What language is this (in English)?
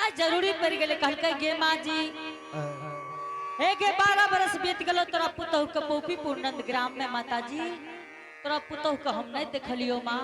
Angika